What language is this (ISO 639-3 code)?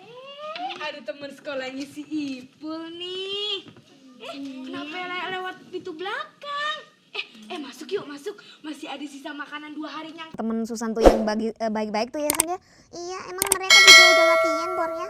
bew